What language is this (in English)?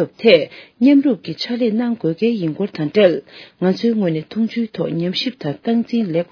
Tibetan